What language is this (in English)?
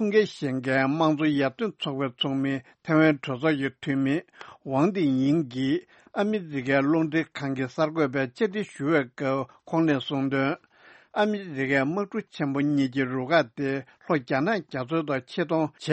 Tibetan